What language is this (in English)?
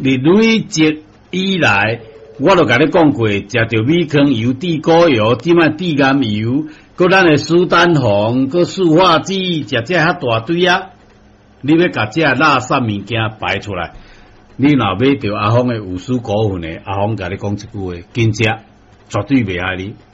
Min Nan Chinese